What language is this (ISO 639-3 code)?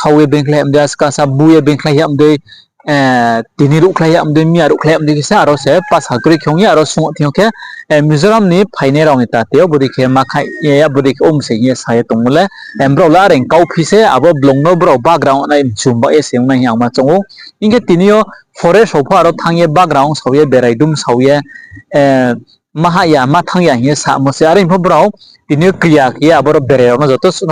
ria